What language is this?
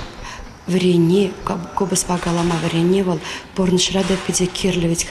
Chuvash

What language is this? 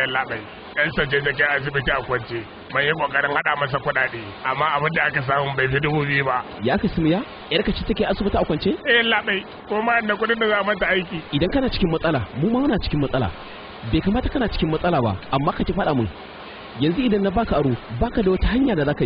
Hausa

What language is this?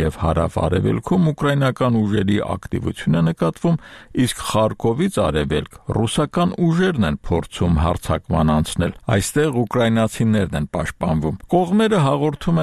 Armenian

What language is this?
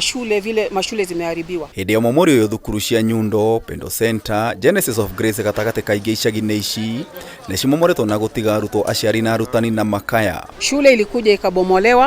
Kikuyu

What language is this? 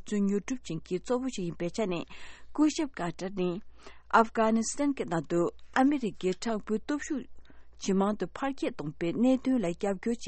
Tibetan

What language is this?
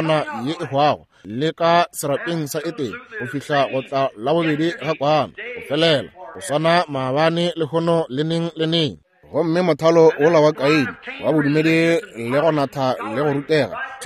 Northern Sotho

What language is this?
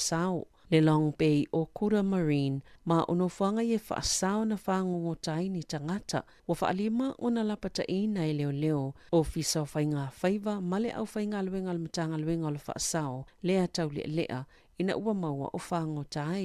Samoan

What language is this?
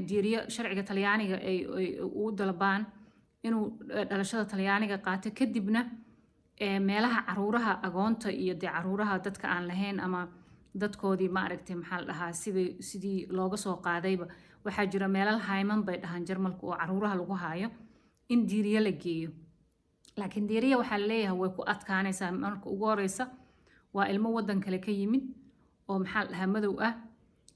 Somali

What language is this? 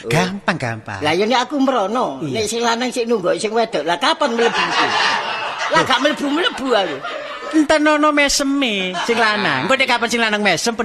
Javanese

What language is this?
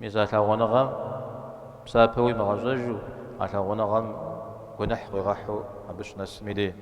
Kabardian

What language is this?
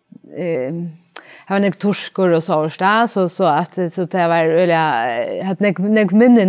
Faroese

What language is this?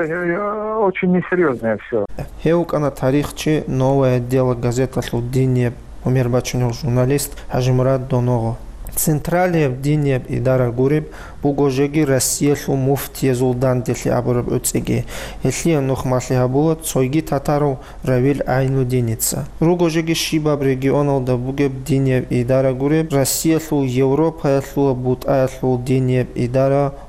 Avaric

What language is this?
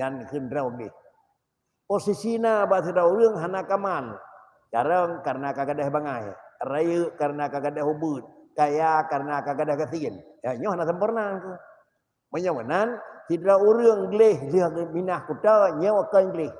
Achinese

